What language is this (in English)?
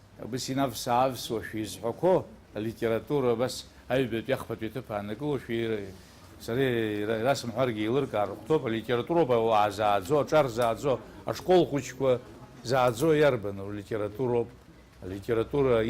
Abkhazian